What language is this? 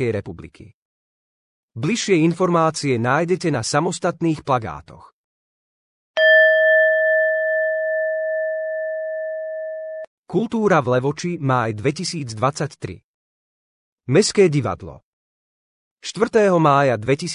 Slovak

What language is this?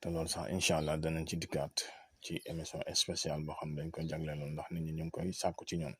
Wolof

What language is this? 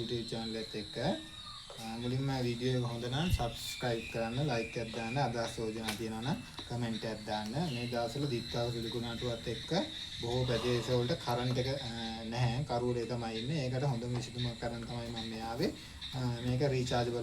Sinhala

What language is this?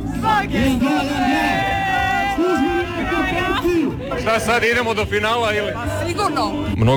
Croatian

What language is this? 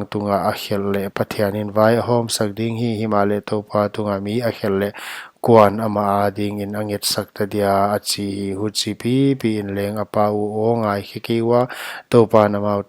Paite Chin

